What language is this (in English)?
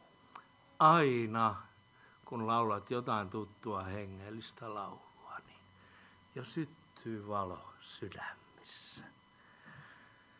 Finnish